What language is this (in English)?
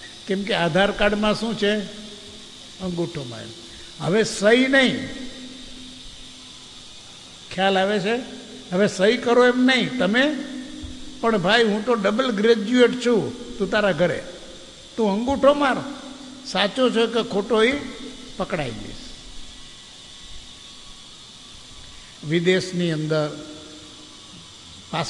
Gujarati